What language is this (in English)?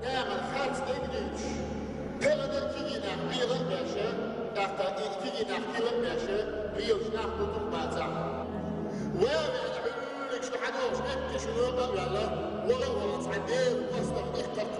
Chechen